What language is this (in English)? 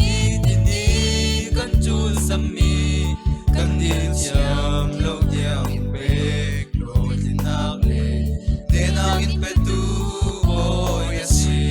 Falam Chin